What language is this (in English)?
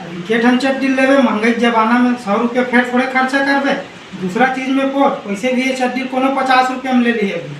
Chhattisgarhi